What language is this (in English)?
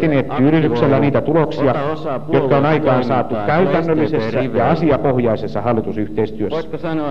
Finnish